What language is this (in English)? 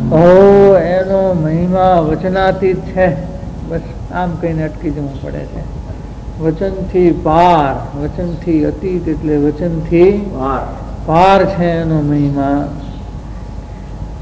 Gujarati